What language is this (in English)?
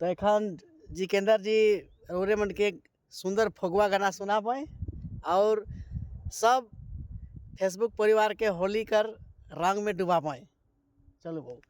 Sadri